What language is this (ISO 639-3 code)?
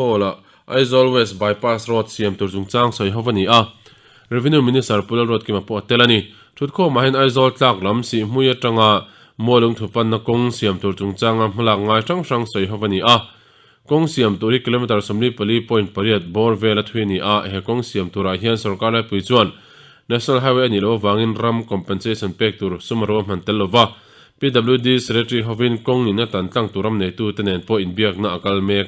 lus